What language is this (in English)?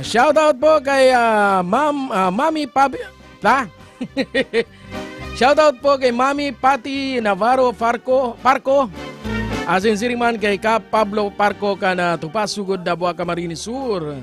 Bikol